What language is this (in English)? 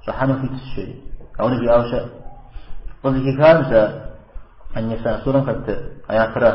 Kabardian